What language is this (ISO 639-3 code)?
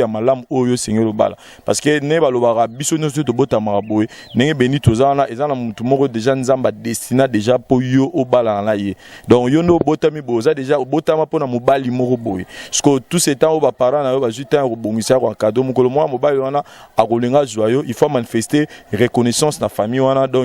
lin